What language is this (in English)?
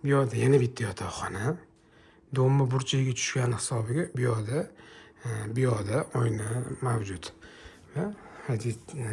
Uzbek